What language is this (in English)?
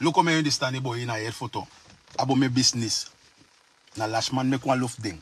Sranan Tongo